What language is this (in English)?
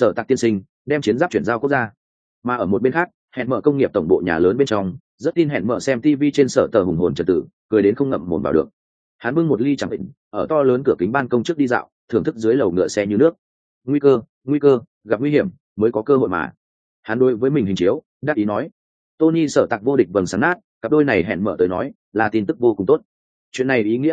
Vietnamese